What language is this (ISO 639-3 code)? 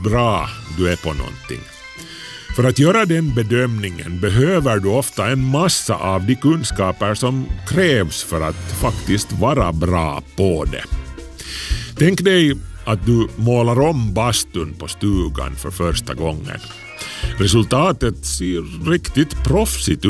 swe